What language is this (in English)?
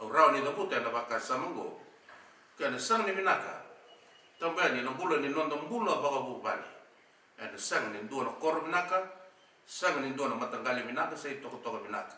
Fijian